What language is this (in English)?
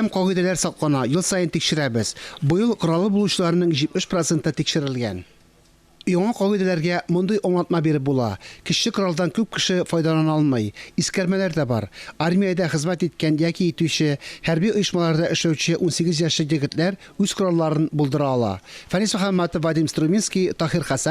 Tatar